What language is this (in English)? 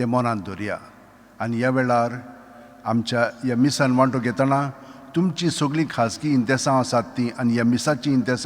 Konkani